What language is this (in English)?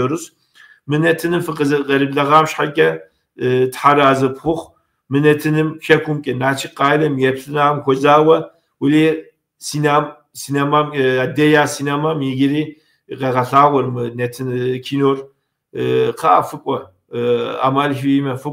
Kabardian